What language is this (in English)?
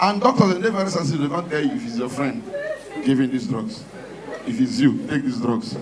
Nigerian Pidgin